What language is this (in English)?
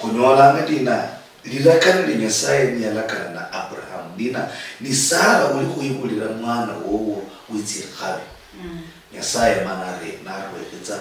Luyia